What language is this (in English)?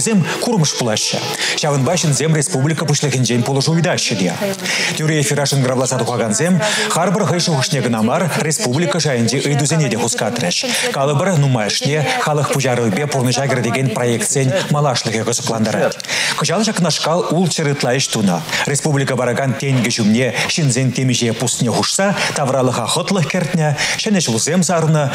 Chuvash